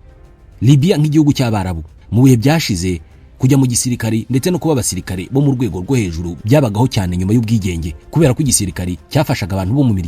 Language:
Kinyarwanda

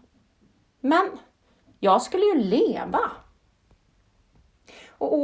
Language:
Swedish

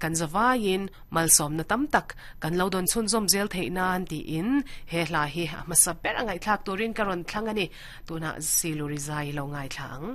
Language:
Mizo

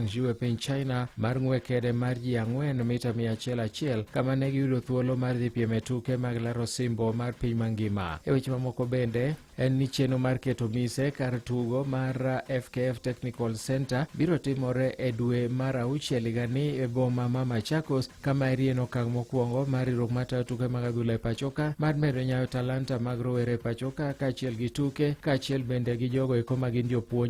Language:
Luo (Kenya and Tanzania)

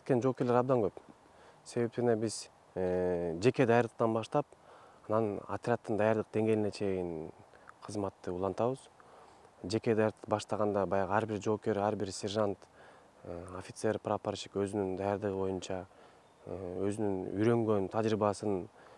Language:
Kyrgyz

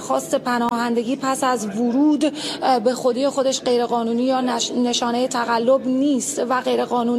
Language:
Persian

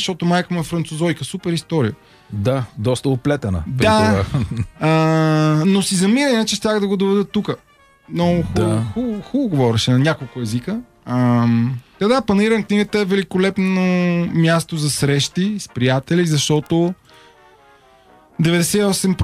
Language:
Bulgarian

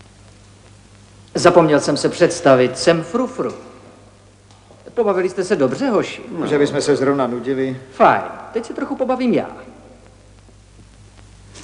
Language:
Czech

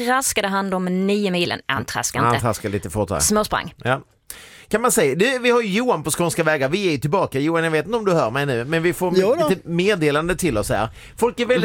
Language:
Swedish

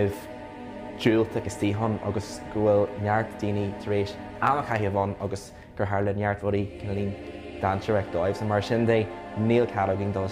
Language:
Irish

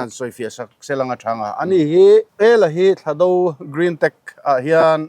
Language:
Mizo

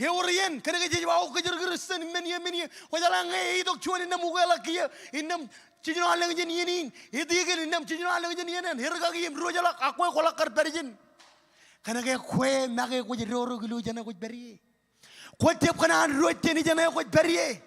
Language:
Marshallese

